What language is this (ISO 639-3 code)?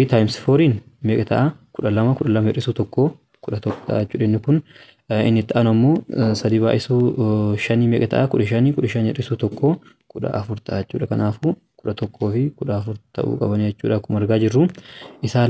orm